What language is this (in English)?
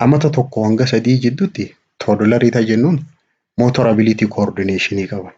Oromo